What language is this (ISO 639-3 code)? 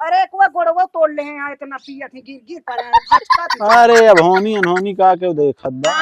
awa